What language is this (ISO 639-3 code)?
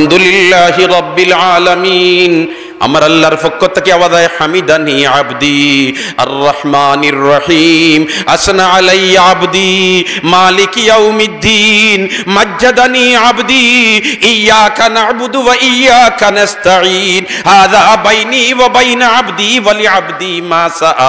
syl